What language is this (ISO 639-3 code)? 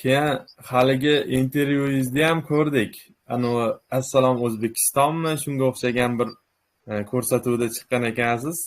uzb